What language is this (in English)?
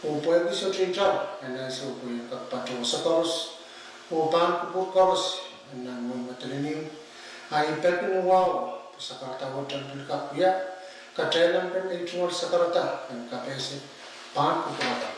Pohnpeian